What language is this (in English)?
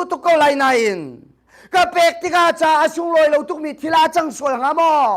Hakha Chin